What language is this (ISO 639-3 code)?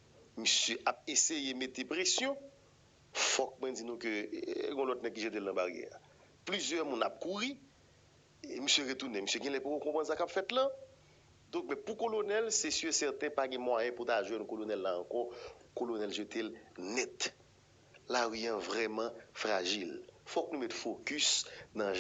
hat